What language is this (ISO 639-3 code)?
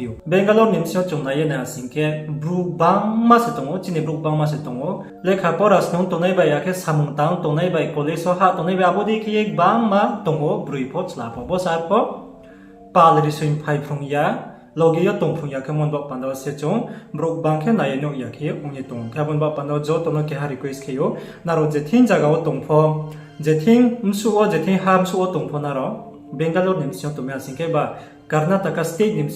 ria